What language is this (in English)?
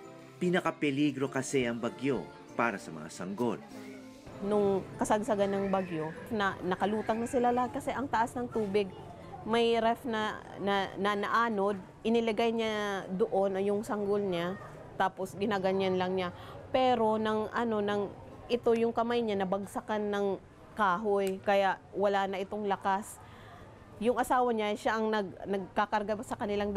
Filipino